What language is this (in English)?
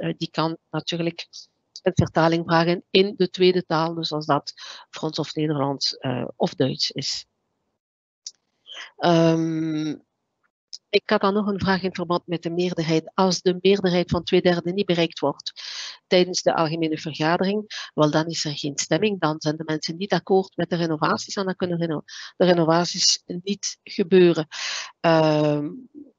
Dutch